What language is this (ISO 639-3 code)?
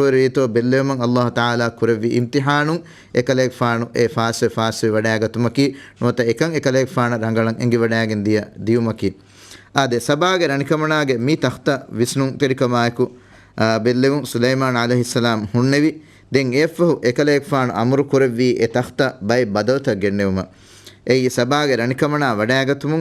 div